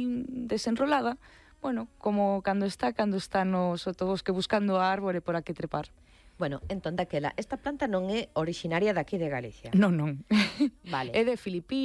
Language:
Galician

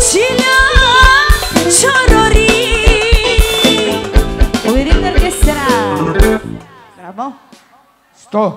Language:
Bulgarian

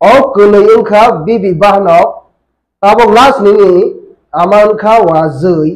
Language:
Kok Borok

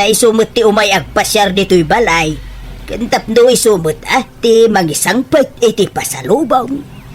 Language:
Iloko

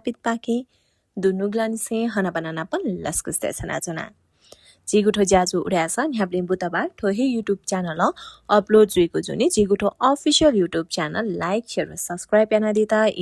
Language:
Newari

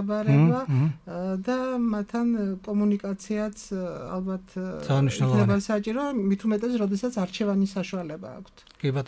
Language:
Georgian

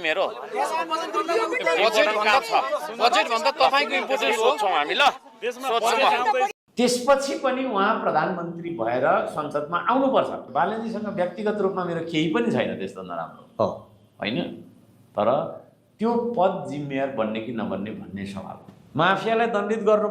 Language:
Nepali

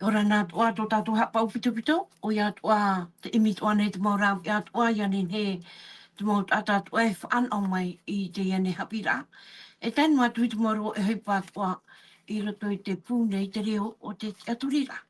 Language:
Tahitian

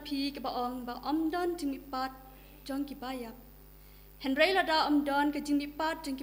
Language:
Khasi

